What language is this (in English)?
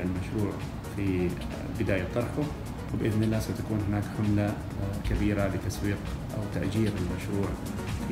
Arabic